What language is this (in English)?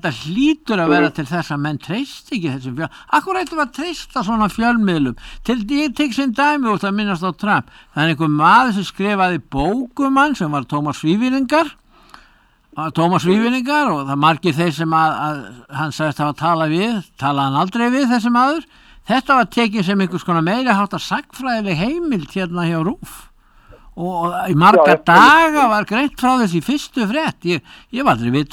Icelandic